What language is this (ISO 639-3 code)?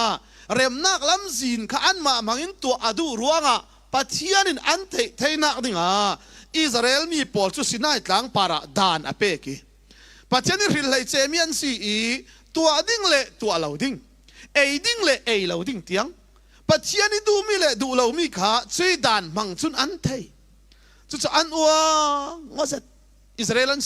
cfm